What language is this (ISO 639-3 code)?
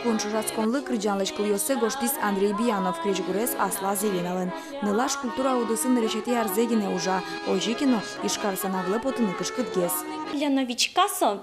udm